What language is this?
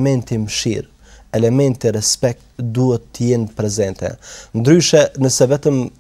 Albanian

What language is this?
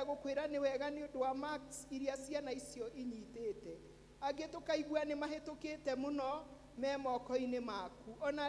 Kikuyu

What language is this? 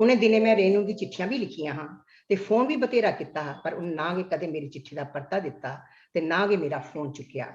Dogri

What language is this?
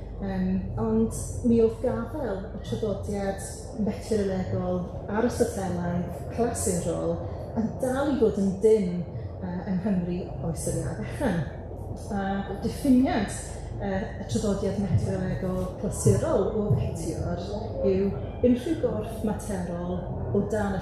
Welsh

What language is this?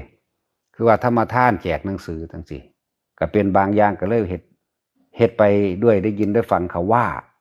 Lao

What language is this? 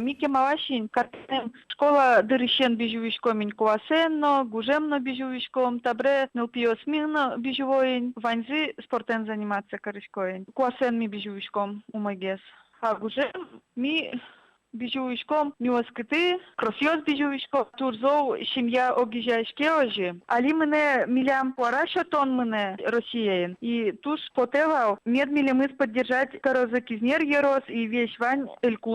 Udmurt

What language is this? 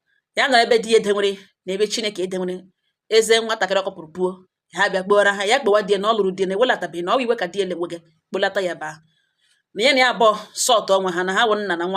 Igbo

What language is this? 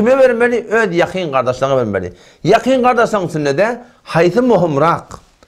Turkmen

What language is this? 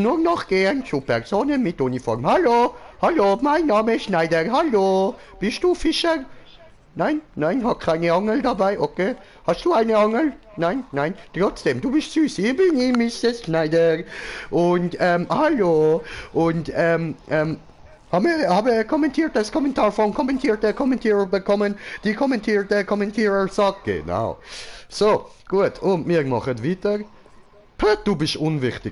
Swiss German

